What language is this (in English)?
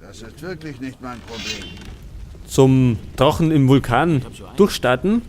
Bavarian